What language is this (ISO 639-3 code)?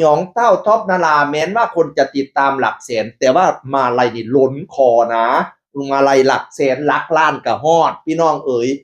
tts